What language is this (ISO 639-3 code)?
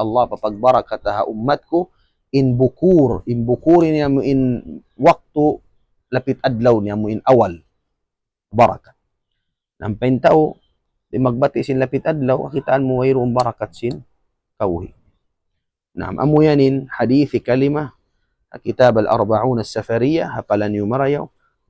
tsg